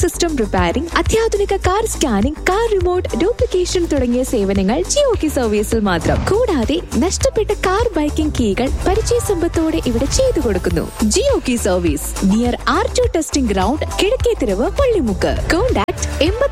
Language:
Malayalam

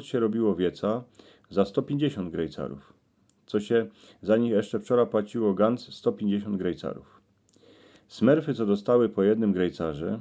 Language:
Silesian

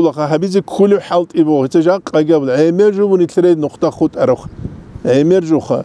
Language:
Avaric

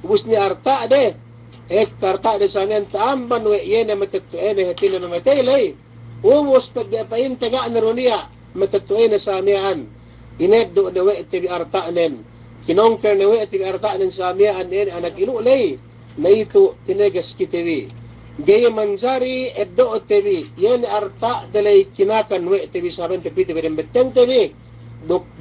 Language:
Yakan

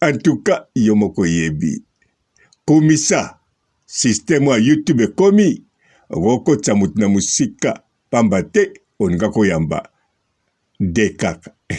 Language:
Lingala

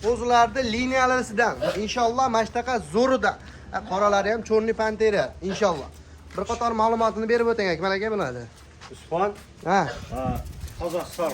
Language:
Uzbek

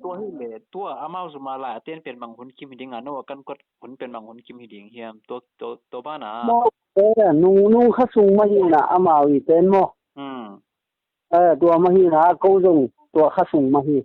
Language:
Tedim Chin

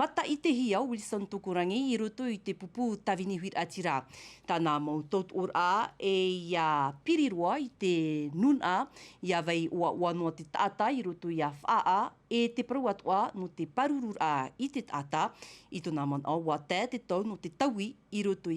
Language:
Tahitian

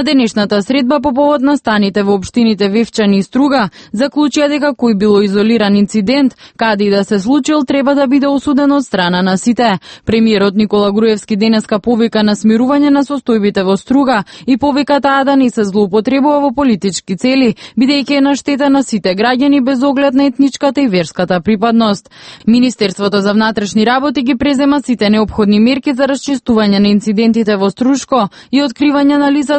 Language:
Macedonian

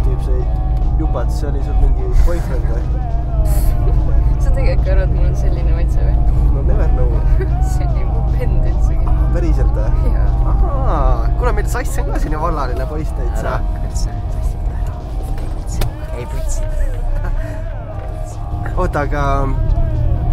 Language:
Estonian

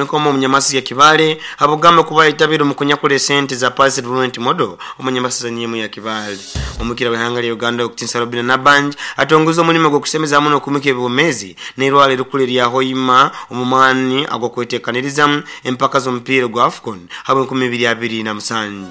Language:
Nyoro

